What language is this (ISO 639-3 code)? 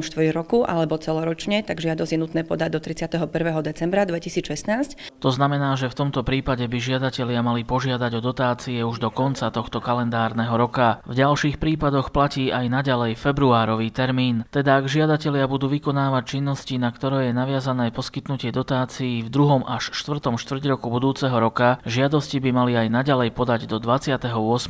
slk